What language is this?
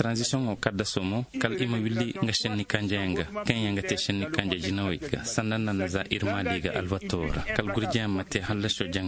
Zarma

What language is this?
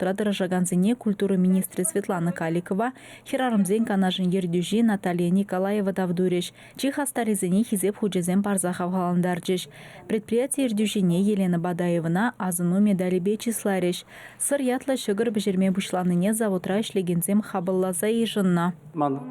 Chuvash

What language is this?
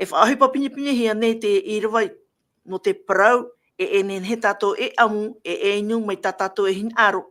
Tahitian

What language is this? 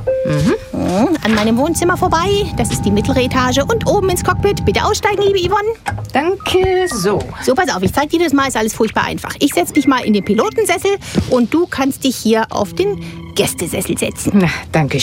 German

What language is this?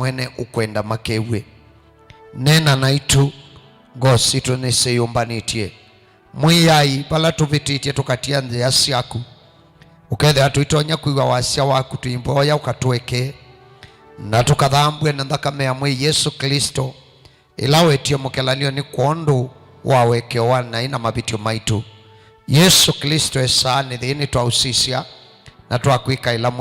Kamba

